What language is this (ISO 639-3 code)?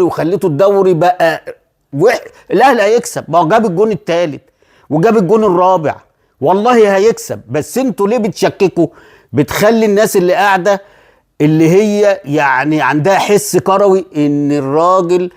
arz